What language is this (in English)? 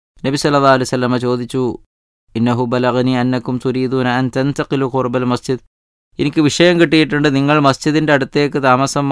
Malayalam